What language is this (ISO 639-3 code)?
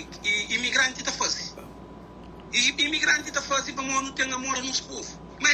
kea